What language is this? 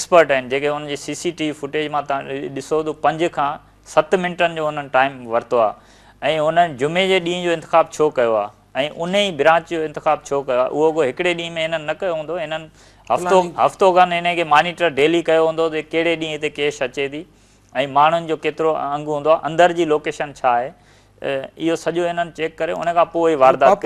Sindhi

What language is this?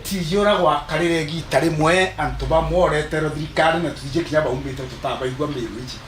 Meru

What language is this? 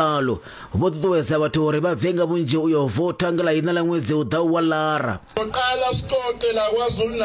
Venda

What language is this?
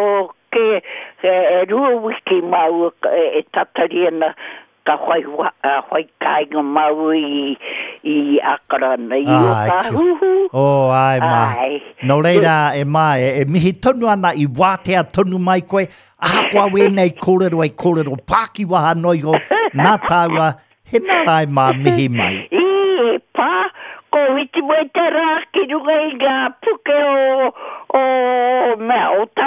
Māori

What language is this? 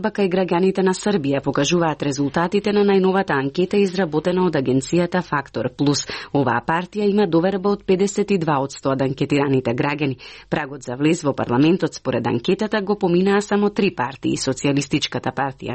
Macedonian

